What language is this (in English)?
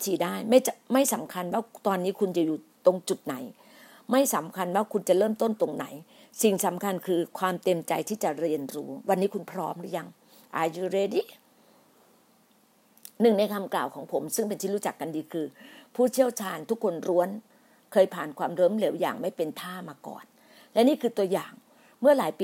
Thai